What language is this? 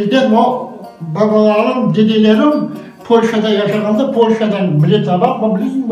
Crimean Tatar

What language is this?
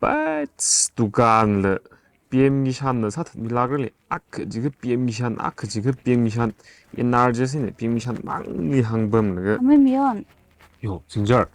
Tangkhul Naga (India)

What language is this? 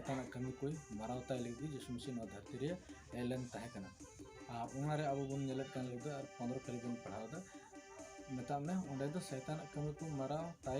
Santali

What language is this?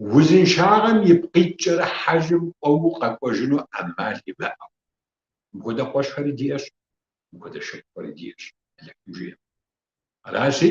Kabardian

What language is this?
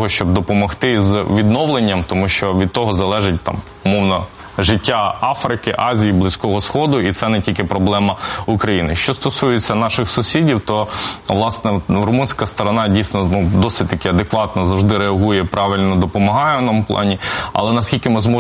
Ukrainian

